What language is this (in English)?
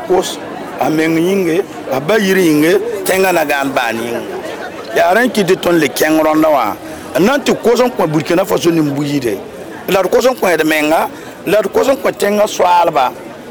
Mossi